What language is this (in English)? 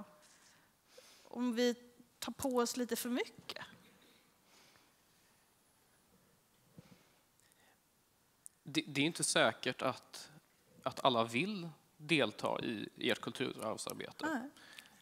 Swedish